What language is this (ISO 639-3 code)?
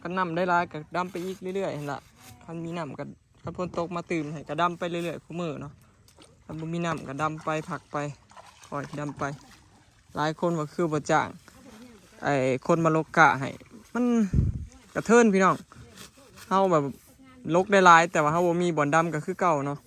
tts